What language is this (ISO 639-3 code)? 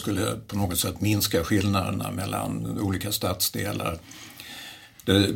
swe